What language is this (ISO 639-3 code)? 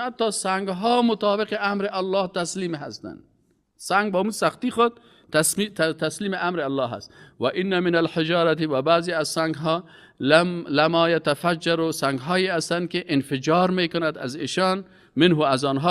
fas